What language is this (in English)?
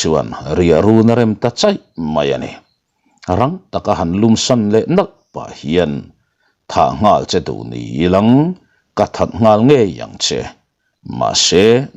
Mizo